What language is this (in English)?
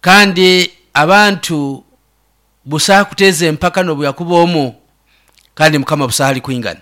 Nyoro